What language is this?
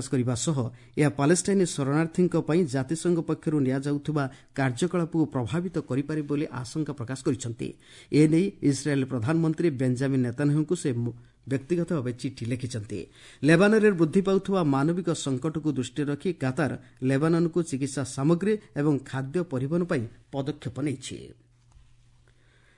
Odia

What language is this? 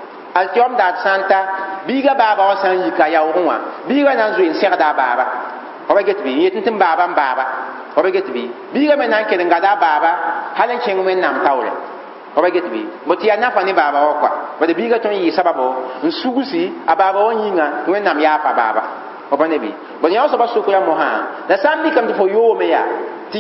Mossi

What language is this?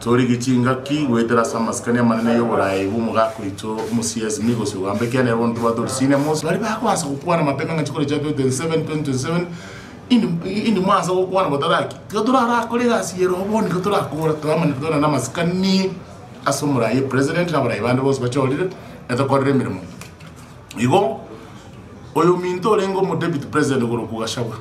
Gusii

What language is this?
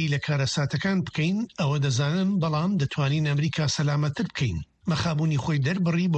Central Kurdish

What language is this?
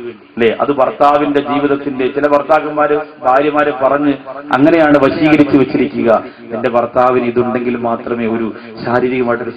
Malayalam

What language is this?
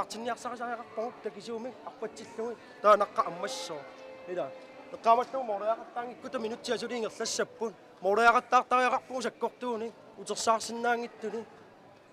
Kalaallisut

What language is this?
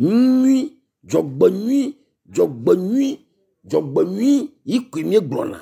Ewe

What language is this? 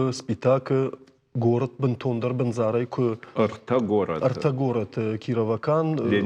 Ossetic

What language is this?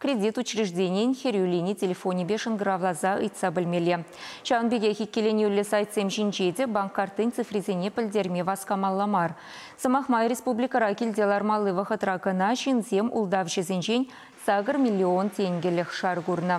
Chuvash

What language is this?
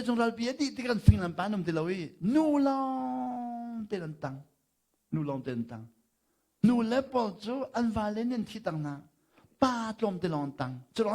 Hakha Chin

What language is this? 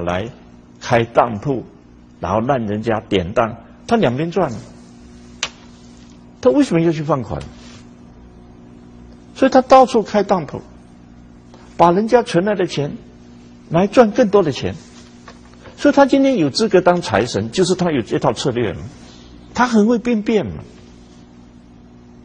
Chinese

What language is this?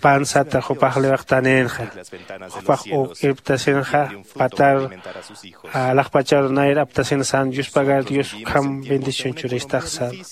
Aymara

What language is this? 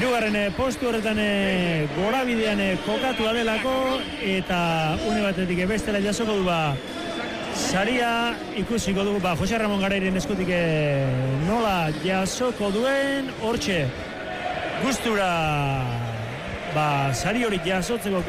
Basque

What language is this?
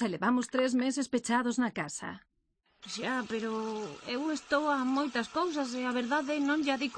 Galician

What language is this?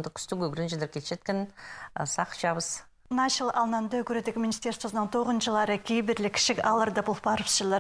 Khakas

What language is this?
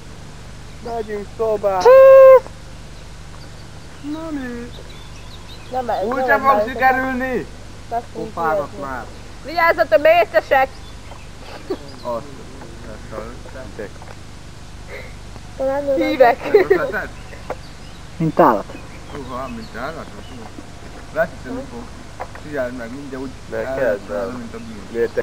Hungarian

